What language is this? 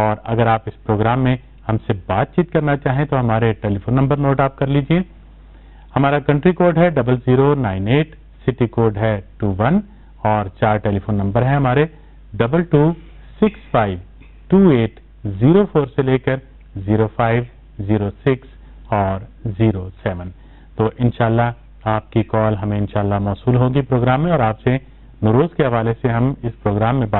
Urdu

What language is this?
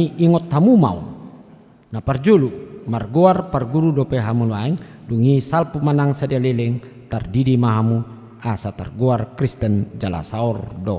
Batak Toba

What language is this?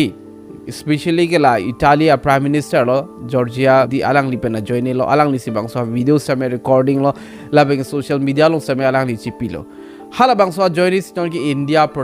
Karbi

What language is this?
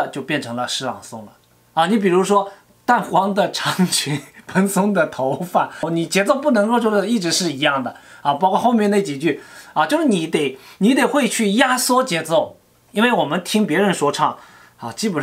Chinese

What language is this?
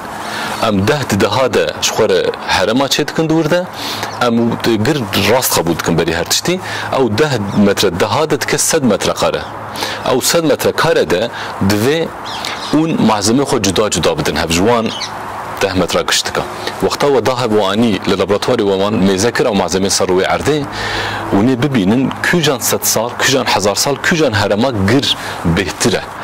Kurdish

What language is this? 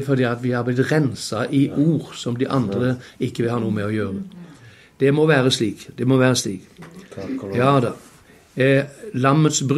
Norwegian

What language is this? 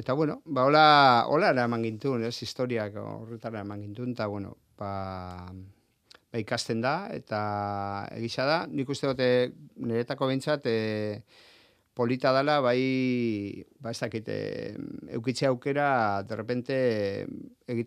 Basque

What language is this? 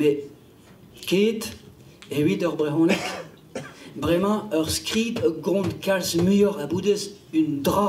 Breton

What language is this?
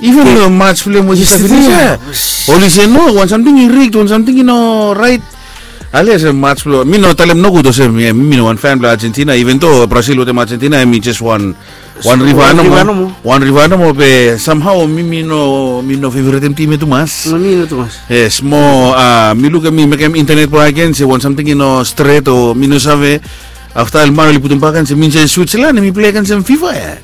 Bislama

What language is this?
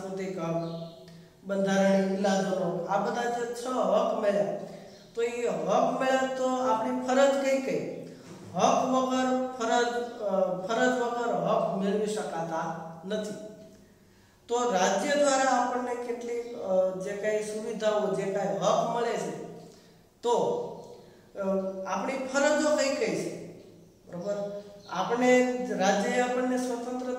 Gujarati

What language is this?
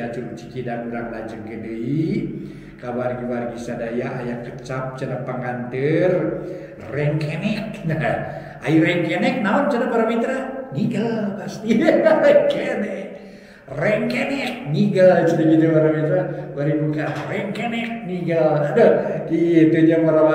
Sundanese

